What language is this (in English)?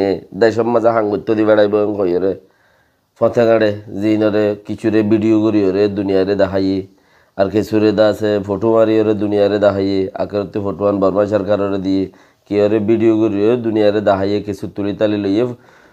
Rohingya